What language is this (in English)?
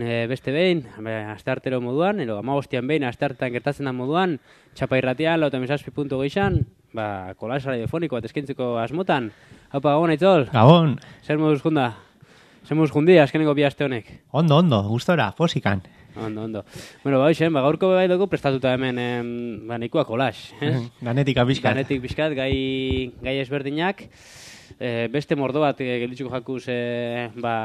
Basque